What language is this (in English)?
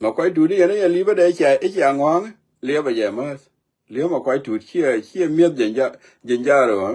Nuer